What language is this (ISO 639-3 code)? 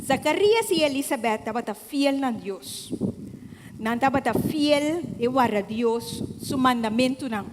pap